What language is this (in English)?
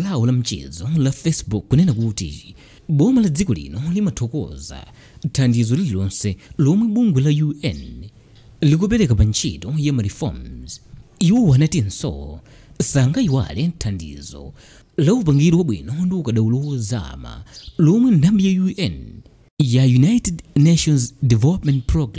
Nyanja